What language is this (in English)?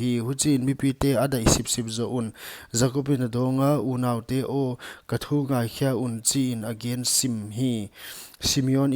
Paite Chin